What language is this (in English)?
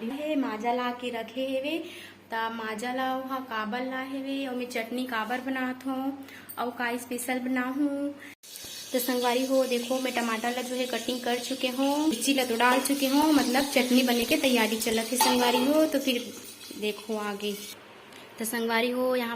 Chhattisgarhi